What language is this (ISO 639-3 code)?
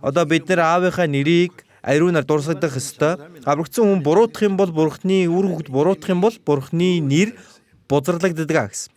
mon